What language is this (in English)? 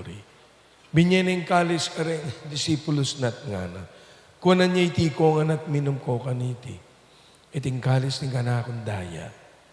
Pampanga